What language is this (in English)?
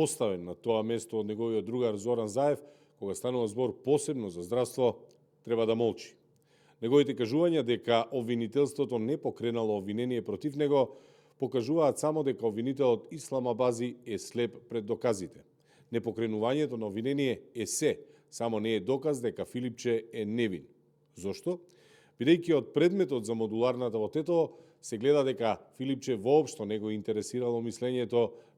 Macedonian